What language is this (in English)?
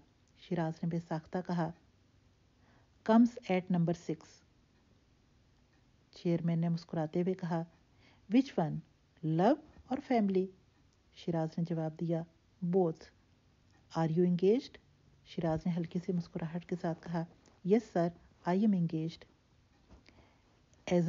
Urdu